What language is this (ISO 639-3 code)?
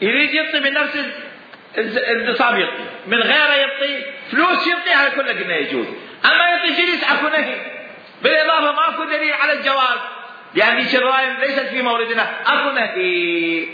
acm